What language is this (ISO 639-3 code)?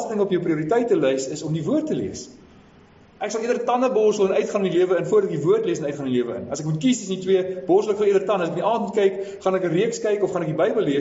afr